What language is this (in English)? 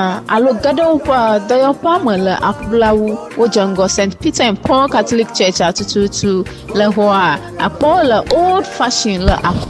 Ewe